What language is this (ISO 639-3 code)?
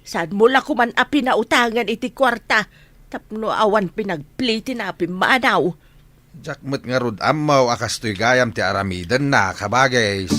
ilo